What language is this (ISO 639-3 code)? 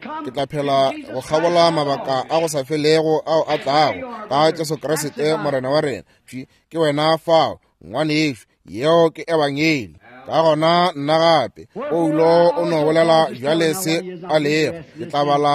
nso